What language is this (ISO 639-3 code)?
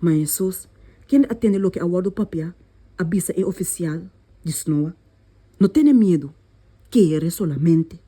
pap